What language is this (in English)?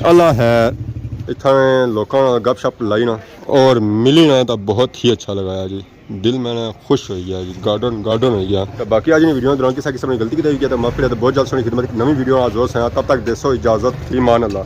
Pahari-Potwari